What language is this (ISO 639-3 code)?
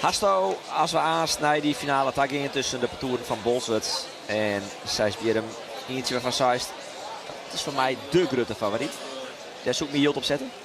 fry